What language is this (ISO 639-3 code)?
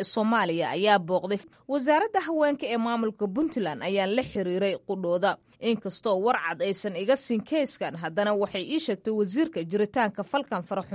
som